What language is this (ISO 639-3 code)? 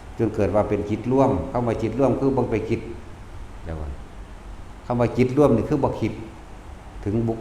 lao